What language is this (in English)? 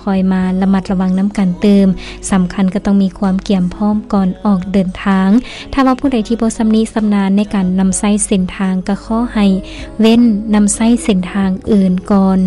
Lao